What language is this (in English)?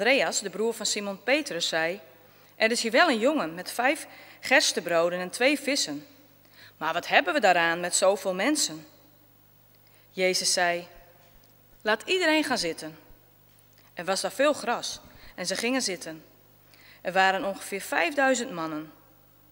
Dutch